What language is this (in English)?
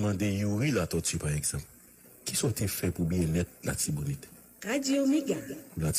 Haitian Creole